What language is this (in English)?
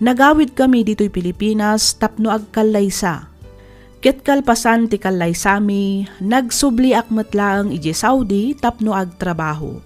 Iloko